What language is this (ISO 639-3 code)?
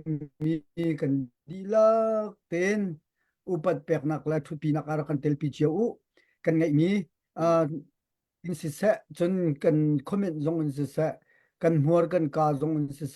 cnh